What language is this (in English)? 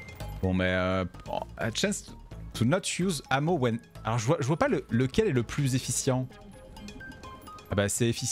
French